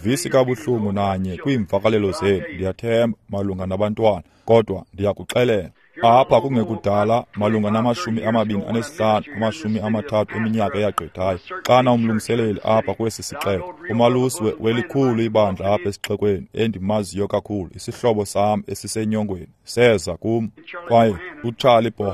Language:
Xhosa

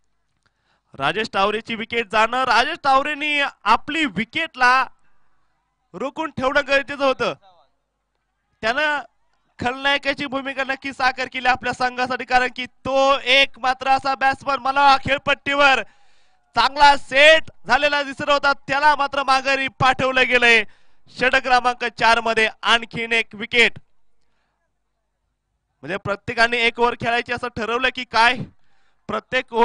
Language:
Marathi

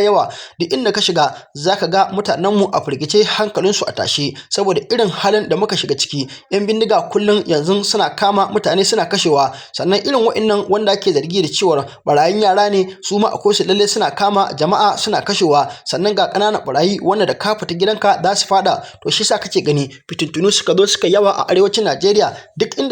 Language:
Hausa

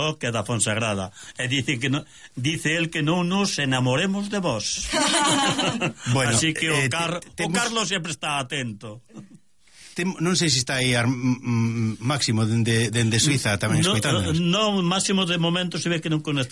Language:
Galician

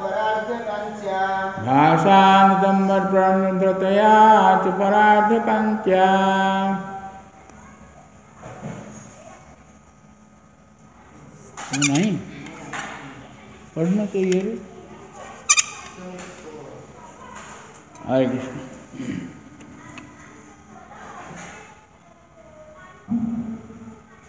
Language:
Odia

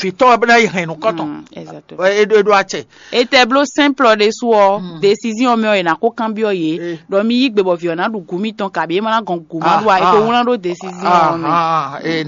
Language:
Fon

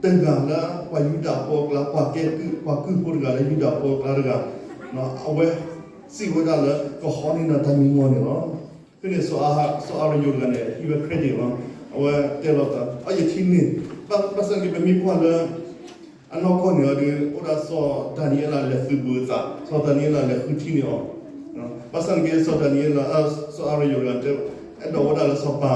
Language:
S'gaw Karen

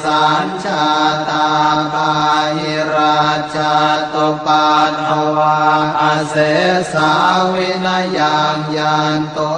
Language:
Pali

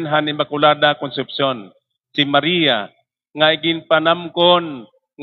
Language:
Waray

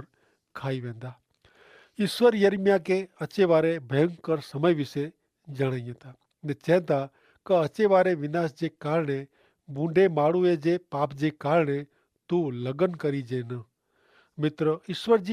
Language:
Kachhi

